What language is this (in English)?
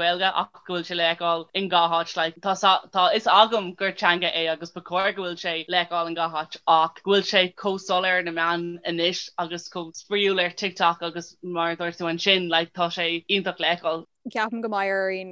Irish